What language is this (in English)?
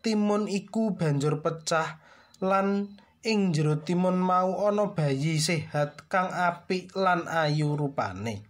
Javanese